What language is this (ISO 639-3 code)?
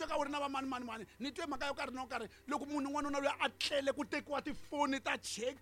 tso